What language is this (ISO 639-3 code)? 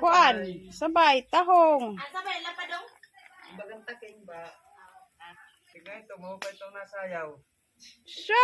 war